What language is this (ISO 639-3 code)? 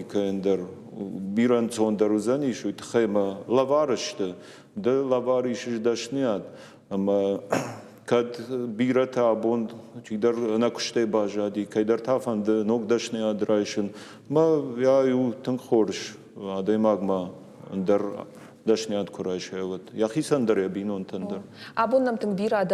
oss